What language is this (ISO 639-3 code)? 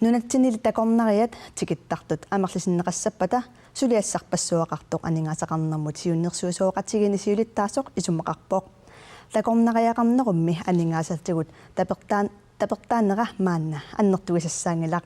kal